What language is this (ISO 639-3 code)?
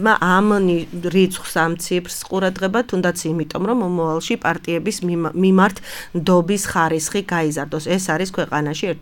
kat